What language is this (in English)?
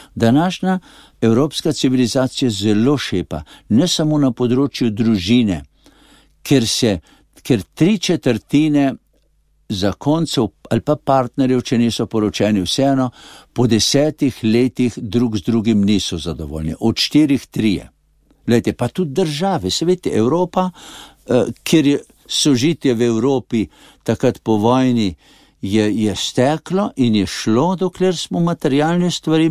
Slovenian